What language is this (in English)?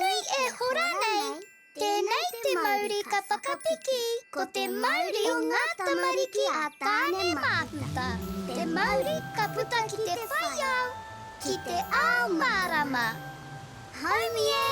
Māori